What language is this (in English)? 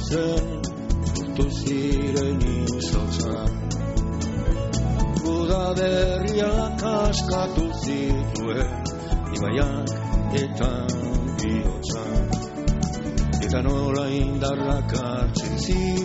Basque